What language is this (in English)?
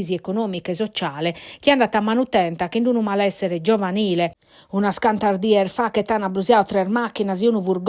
Sardinian